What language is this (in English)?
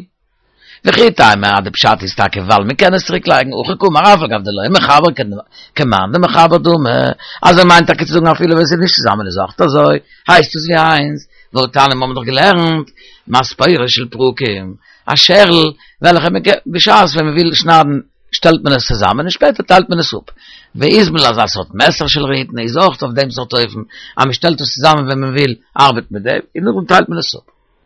Yiddish